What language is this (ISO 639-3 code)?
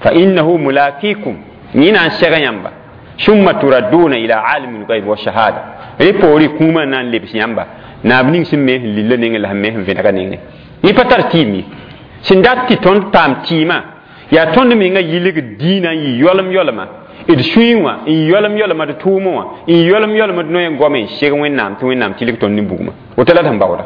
mos